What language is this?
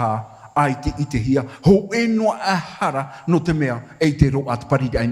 Tahitian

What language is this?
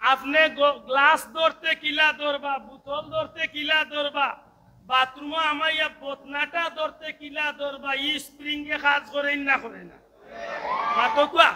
Sylheti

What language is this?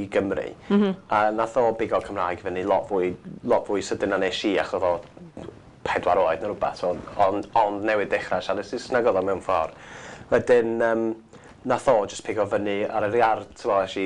Welsh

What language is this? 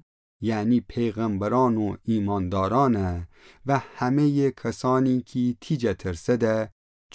Gilaki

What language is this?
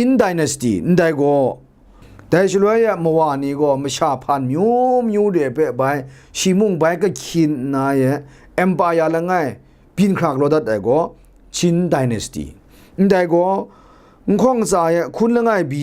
Kachin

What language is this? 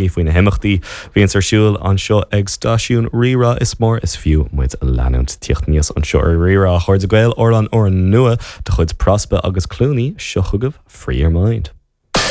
Irish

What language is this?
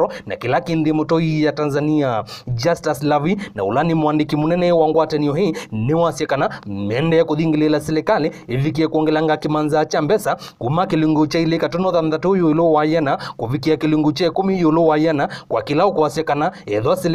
Kamba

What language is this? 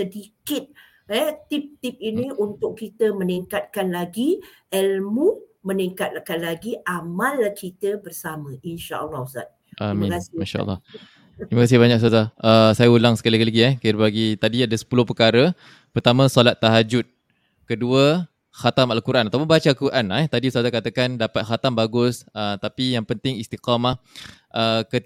Malay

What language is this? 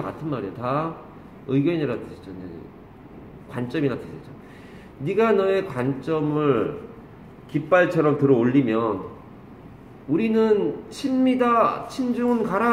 Korean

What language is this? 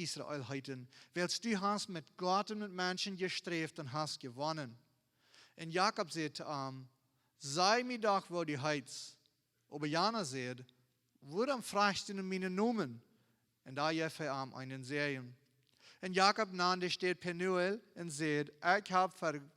Plautdietsch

